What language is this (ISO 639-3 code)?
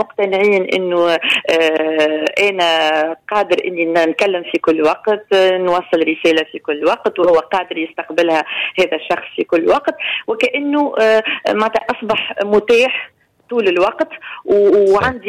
aeb